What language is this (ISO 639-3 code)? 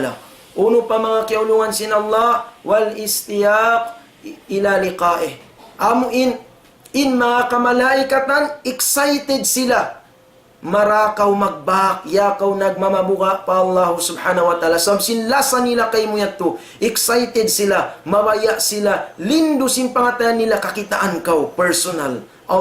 tsg